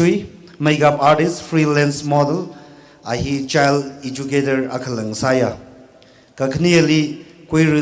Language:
Tangkhul Naga (India)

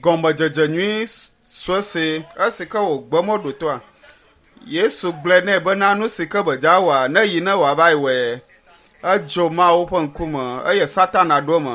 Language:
Ewe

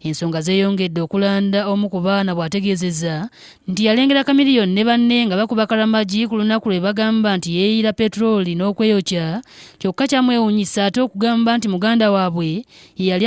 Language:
Ganda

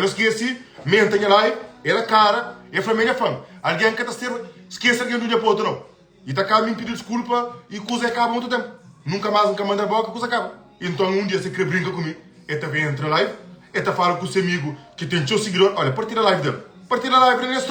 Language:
Kabuverdianu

